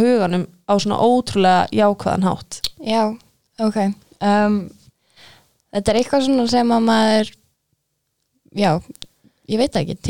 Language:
Icelandic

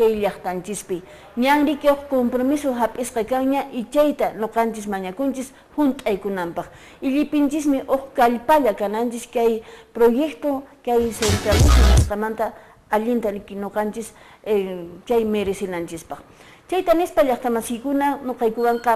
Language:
Quechua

